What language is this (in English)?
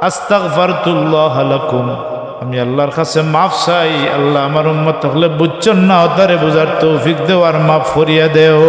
Sylheti